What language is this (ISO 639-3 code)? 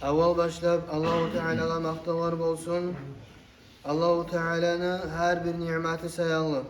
kum